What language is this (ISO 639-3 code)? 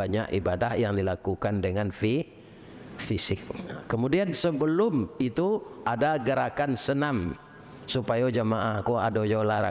min